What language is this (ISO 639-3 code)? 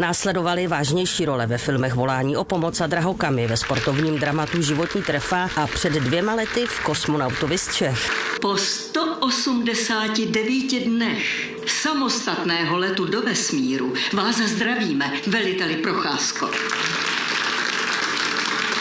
ces